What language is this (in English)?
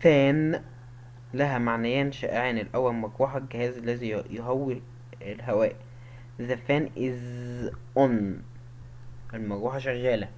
Egyptian Arabic